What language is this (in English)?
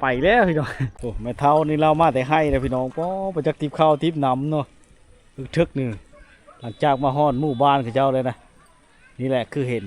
Lao